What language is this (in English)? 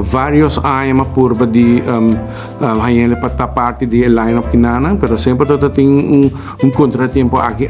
Papiamento